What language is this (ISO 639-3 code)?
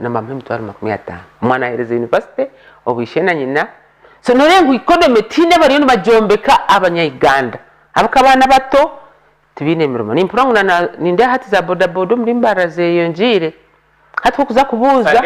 nyn